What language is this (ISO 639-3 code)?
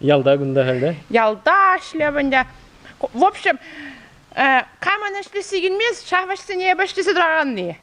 chv